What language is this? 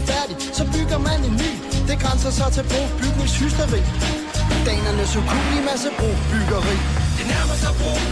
Danish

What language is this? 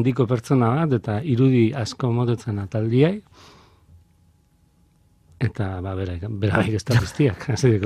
Basque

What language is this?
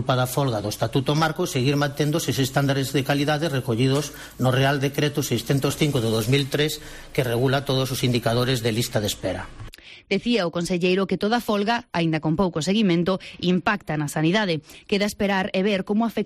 Galician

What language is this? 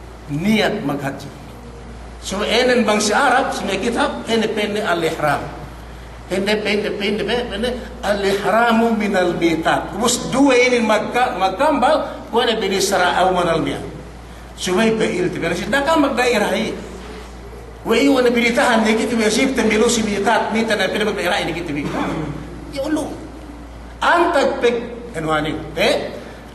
Yakan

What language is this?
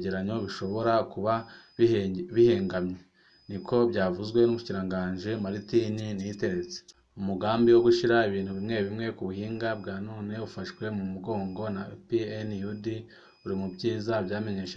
Rundi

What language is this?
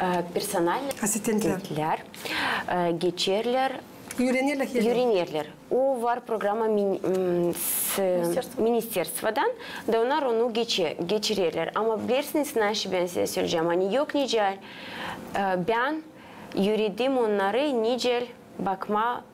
Gagauz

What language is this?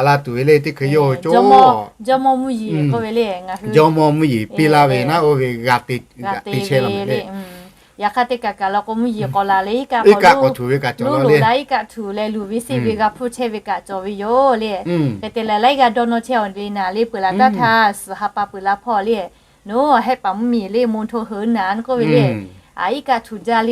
Lahu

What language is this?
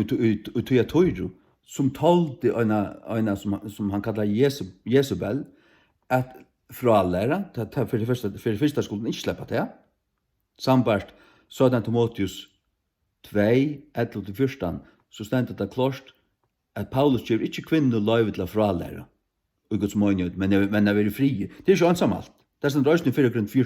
Faroese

